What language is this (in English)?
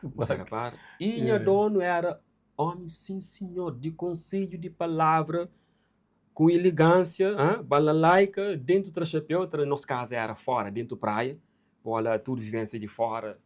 Kabuverdianu